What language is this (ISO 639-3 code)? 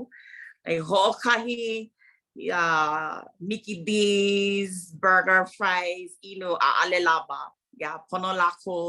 haw